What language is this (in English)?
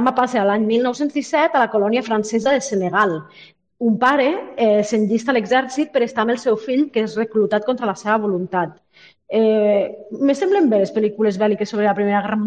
Catalan